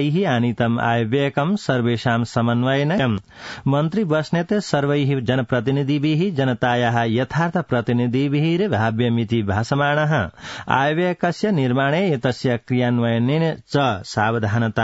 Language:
Sanskrit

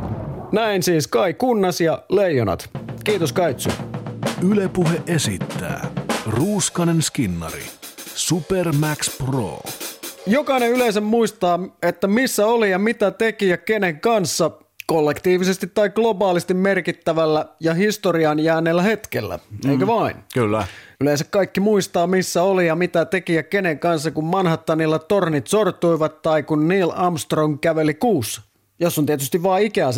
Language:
Finnish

